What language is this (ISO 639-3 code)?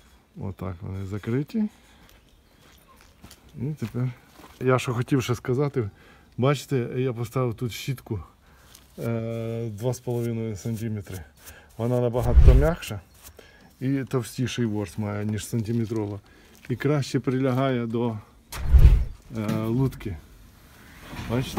ukr